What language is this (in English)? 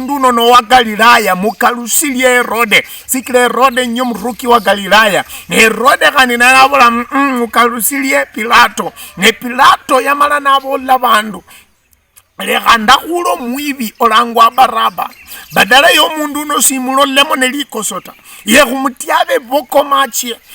Luyia